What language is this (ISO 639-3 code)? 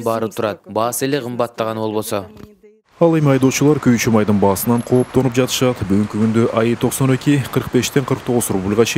kir